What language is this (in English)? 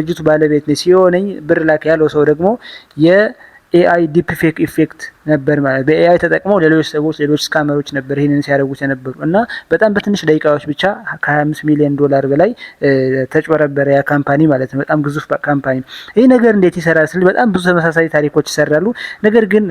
Amharic